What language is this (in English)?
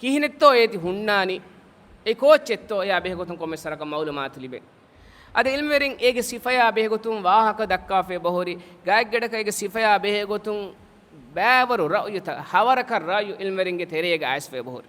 Divehi